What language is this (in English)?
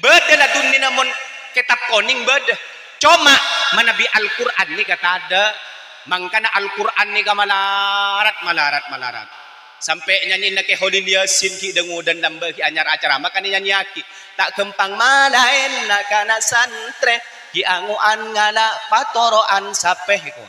Madurese